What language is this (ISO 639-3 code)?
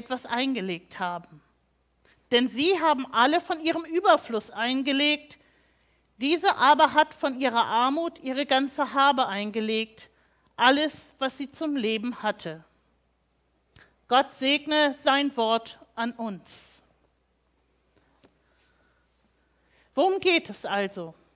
deu